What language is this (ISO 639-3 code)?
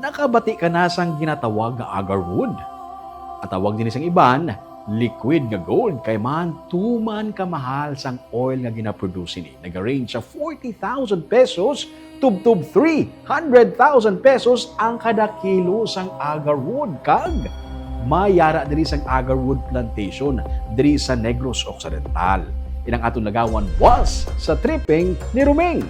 hil